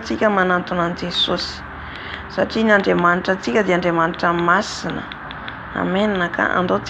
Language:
Malagasy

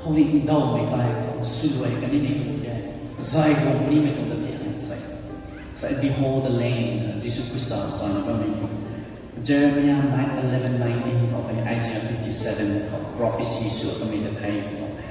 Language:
Rongmei Naga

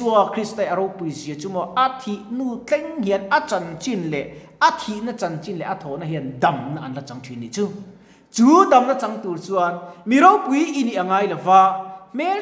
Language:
Mizo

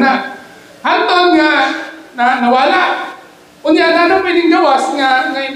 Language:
Cebuano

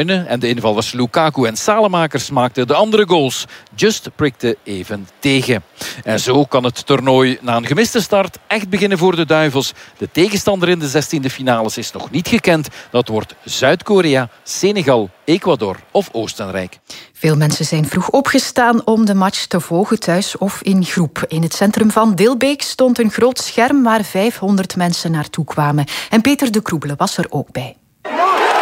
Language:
Dutch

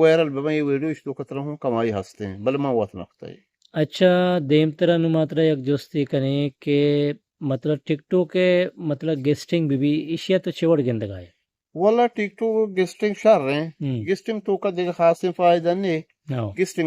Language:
Eastern Balochi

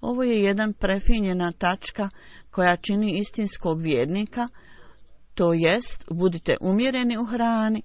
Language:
Bosnian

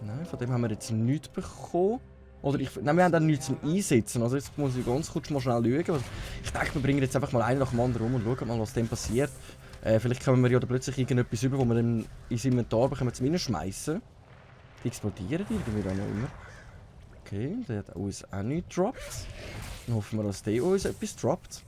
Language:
Swiss German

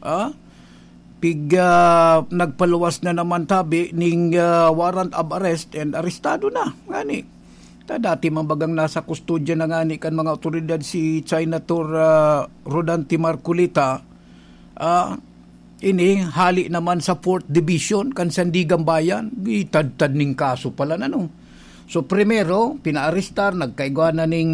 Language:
Bikol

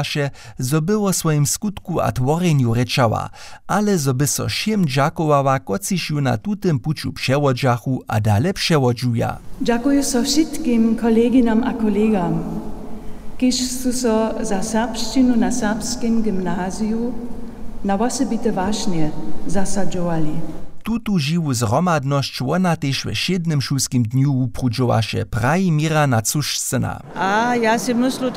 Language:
Upper Sorbian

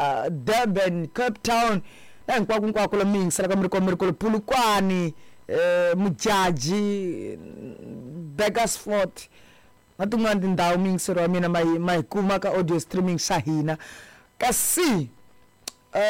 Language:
Tsonga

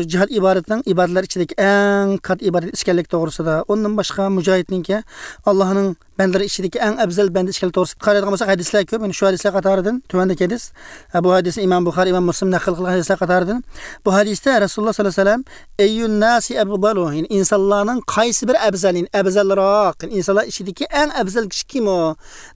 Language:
Uyghur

